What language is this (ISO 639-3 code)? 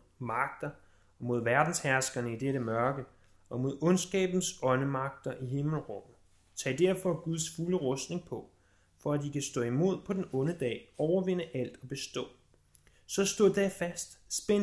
dan